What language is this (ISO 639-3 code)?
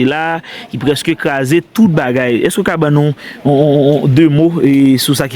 hat